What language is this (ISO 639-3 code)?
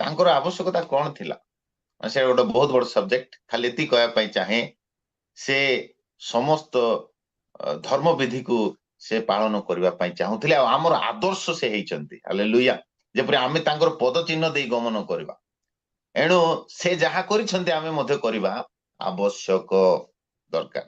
ori